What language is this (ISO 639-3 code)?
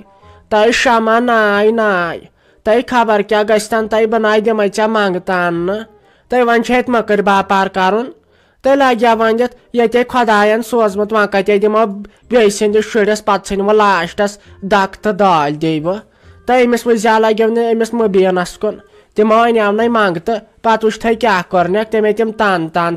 kas